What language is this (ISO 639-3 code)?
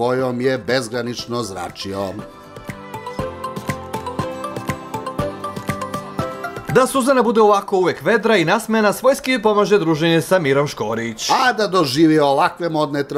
srp